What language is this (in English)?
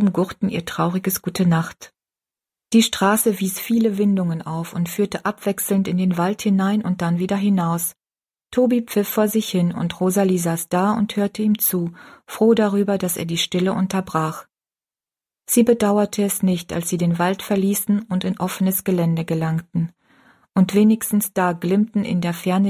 German